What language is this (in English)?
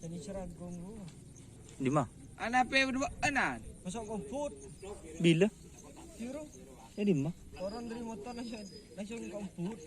Madurese